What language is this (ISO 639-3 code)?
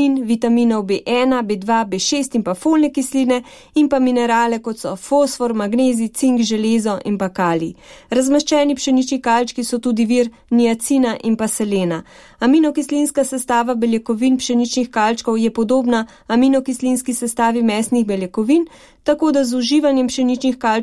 slv